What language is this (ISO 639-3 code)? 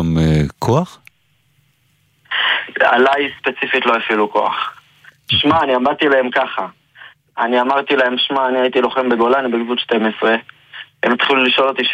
heb